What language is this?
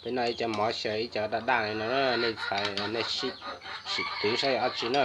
Hmong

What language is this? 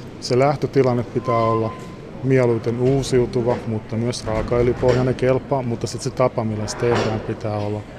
Finnish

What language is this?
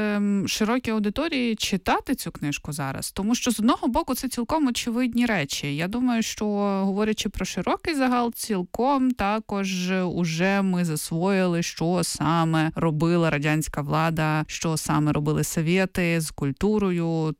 Ukrainian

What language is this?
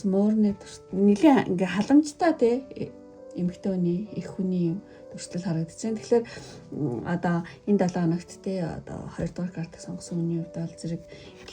Mongolian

